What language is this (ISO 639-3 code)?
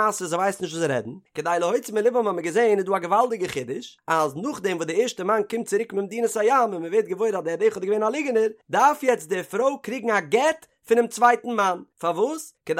yid